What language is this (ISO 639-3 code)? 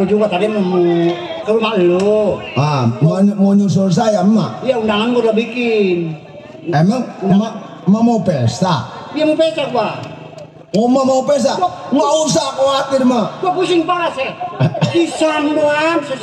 bew